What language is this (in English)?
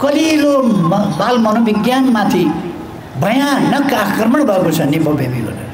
Nepali